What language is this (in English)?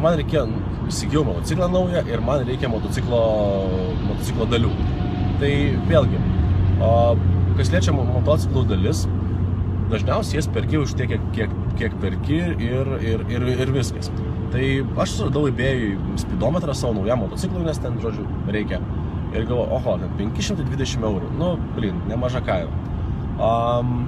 Lithuanian